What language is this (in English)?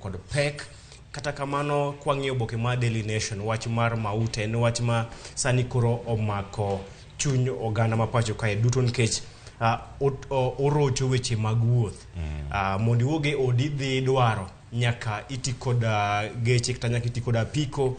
Luo (Kenya and Tanzania)